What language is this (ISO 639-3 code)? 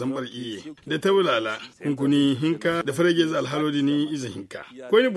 dje